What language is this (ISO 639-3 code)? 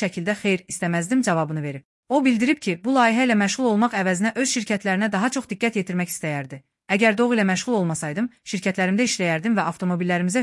aze